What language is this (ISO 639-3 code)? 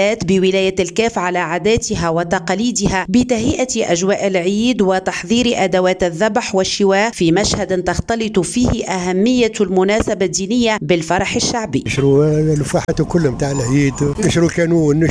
aeb